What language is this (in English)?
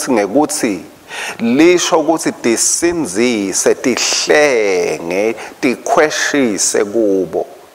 Swati